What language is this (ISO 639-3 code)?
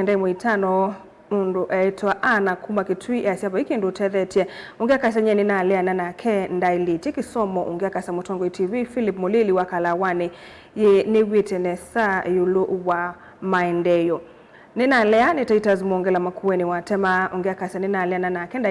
kam